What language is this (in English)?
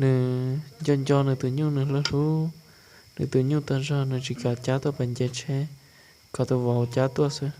Hmong